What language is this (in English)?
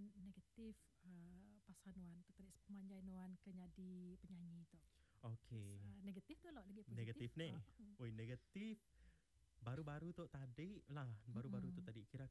Iban